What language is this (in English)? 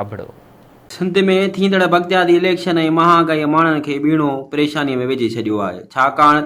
Sindhi